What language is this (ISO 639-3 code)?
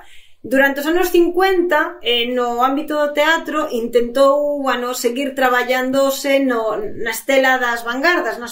glg